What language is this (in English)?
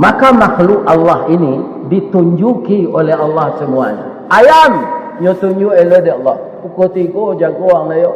Minangkabau